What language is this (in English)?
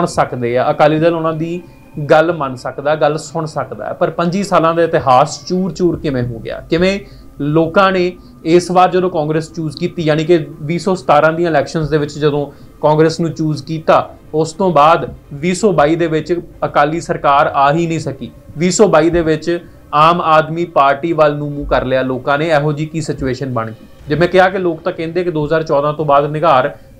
Punjabi